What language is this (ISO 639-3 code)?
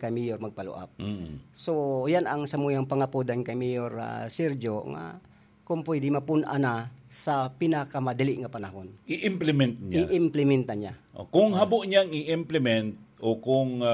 bik